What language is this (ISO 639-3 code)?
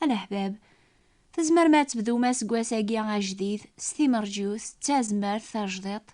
kab